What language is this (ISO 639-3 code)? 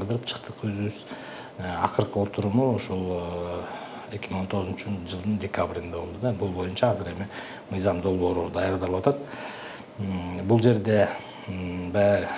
kir